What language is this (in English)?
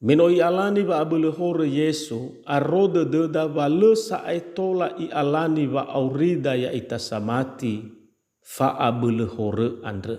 Nias